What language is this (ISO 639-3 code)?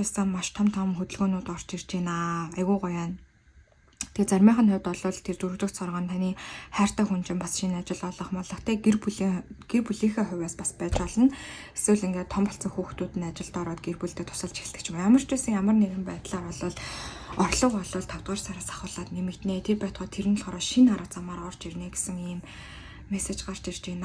mon